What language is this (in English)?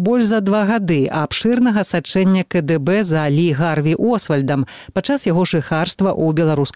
Belarusian